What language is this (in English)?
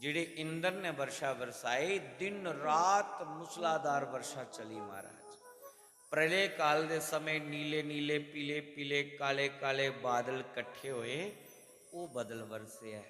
Dogri